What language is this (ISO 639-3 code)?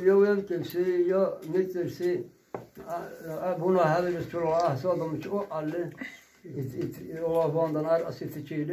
dar